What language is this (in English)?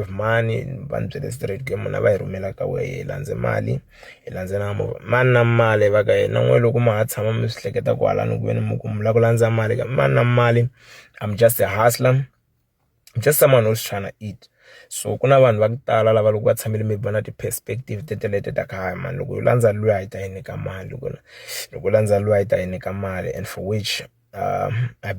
Tsonga